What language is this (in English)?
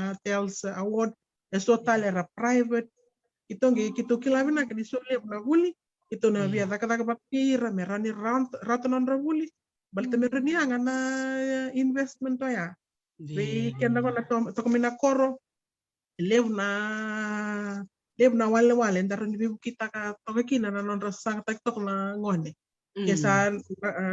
Fijian